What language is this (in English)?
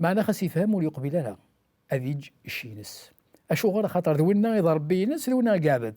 Kabyle